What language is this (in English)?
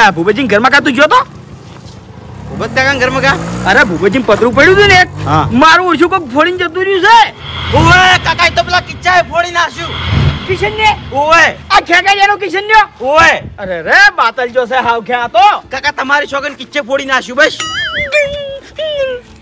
Gujarati